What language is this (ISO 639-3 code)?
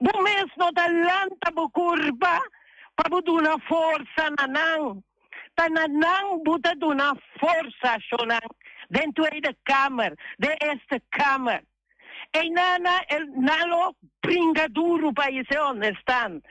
pap